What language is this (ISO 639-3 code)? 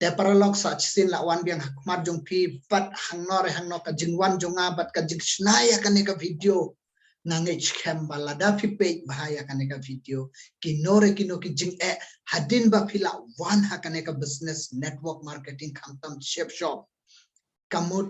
kha